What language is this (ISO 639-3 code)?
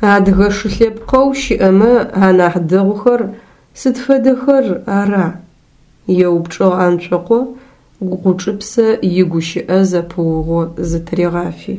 ady